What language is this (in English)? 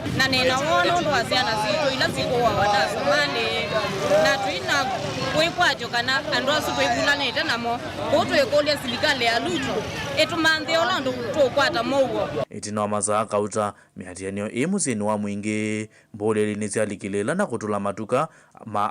Kamba